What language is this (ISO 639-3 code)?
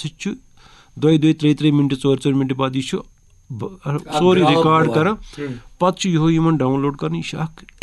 kas